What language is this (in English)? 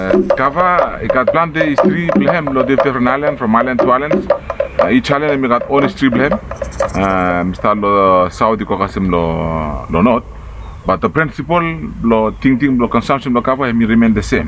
Bislama